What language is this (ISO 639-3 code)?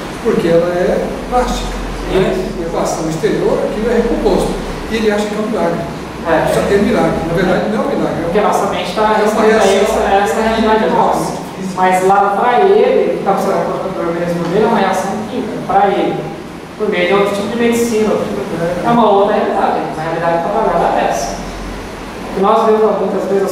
por